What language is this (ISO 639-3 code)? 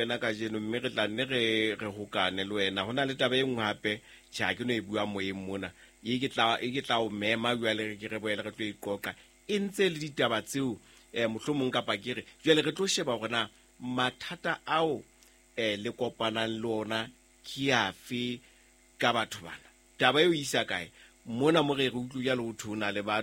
sot